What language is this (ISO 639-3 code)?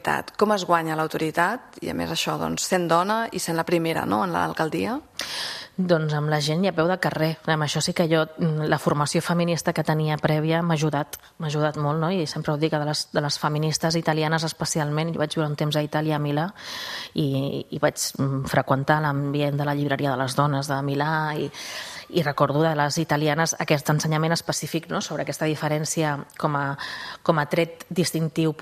cat